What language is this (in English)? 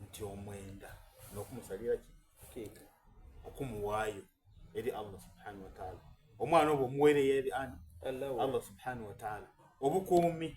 Soga